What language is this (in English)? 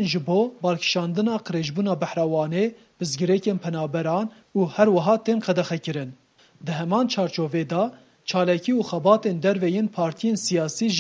Kurdish